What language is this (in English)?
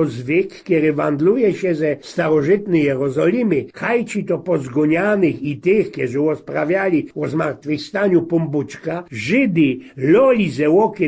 Silesian